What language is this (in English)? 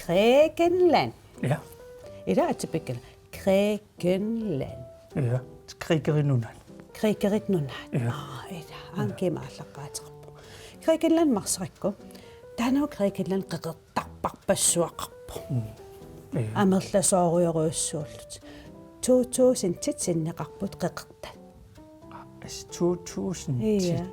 Kalaallisut